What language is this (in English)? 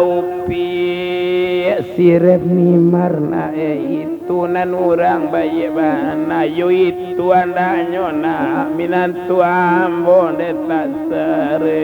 Minangkabau